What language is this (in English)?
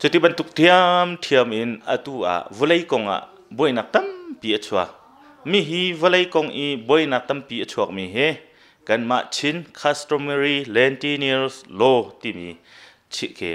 Hakha Chin